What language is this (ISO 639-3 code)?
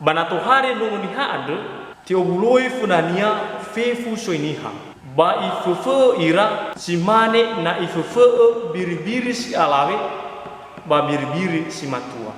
nia